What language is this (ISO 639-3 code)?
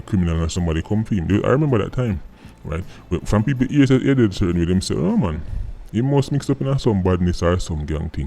jam